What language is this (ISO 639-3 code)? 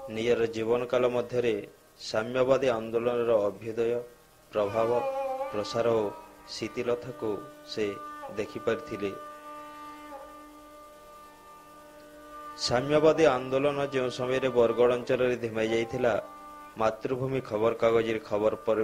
ori